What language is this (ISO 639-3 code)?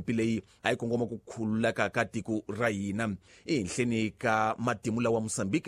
tso